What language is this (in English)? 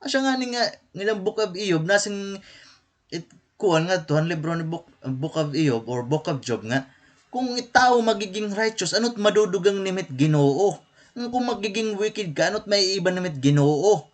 Waray